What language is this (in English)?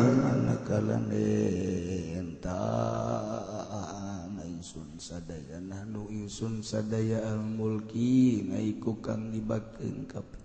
Sundanese